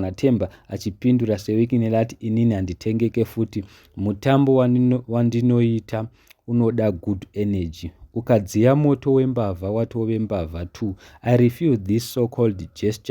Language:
Shona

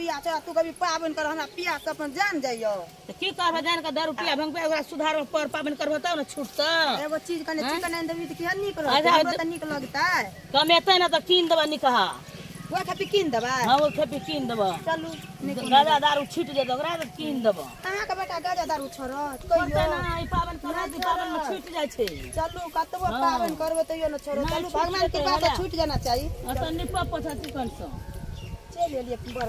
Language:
Maithili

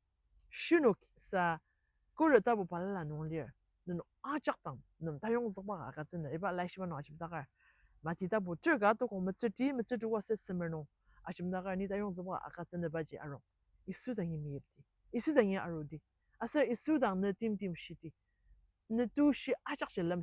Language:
Ao Naga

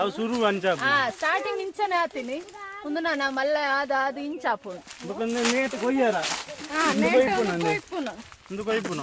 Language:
Tulu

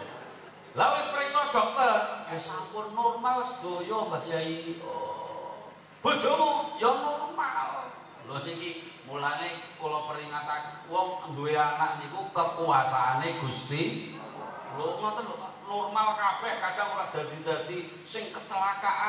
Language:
Javanese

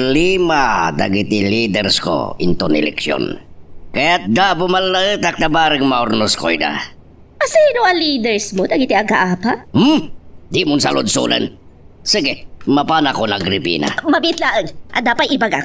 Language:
Iloko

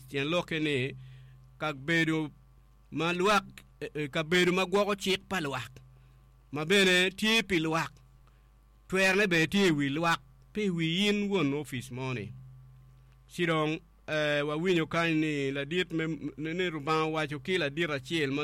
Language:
Acoli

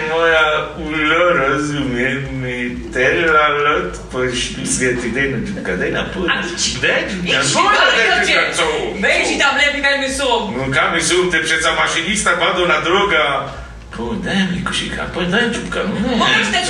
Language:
Silesian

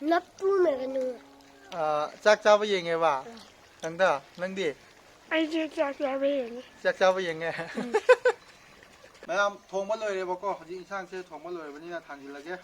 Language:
Manipuri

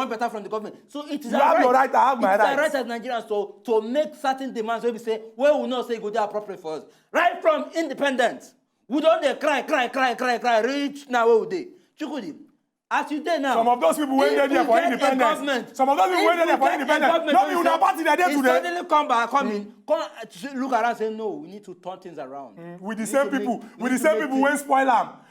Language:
Nigerian Pidgin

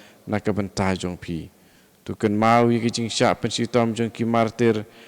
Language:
Khasi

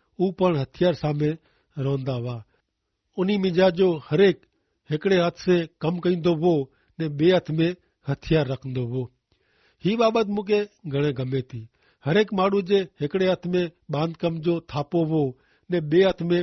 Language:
Kachhi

